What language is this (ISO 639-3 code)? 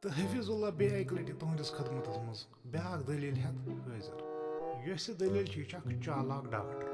kas